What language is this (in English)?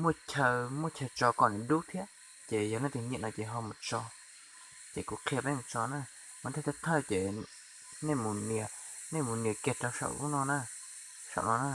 Hmong